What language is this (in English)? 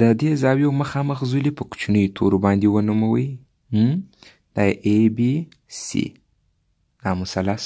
Pashto